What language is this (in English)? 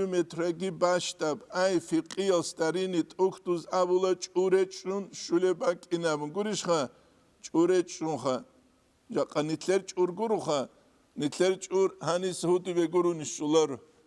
Avaric